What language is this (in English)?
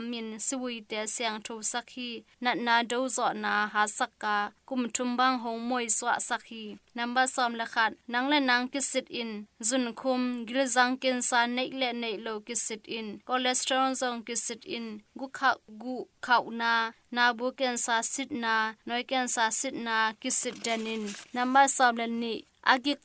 Tedim Chin